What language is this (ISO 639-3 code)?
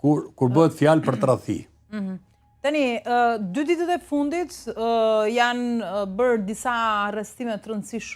sqi